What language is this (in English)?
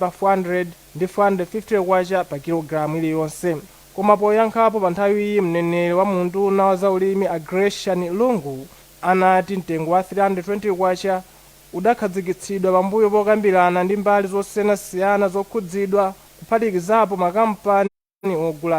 Nyanja